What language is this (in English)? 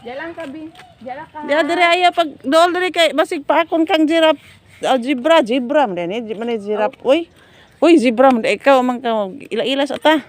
Cebuano